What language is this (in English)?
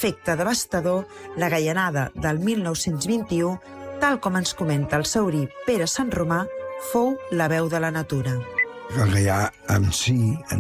Catalan